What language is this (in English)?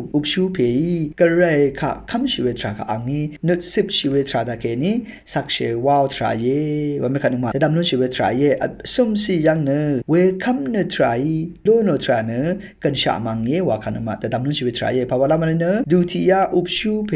Rawang